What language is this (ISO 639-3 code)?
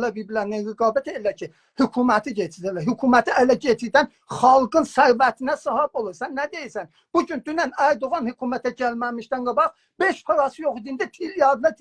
azb